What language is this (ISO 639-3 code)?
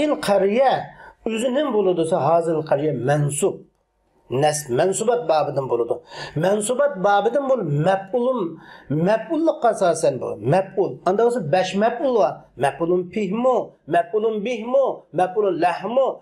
uig